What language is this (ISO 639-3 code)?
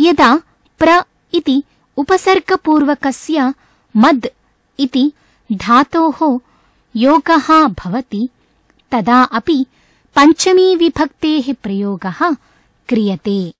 san